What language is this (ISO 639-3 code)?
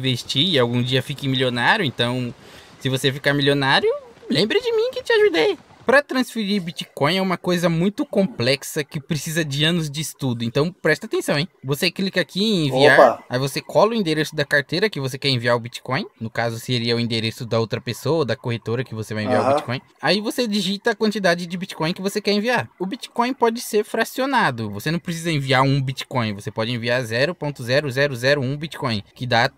por